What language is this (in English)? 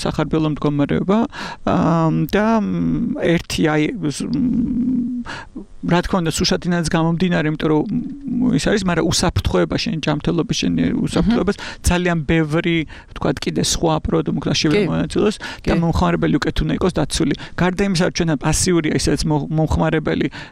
Georgian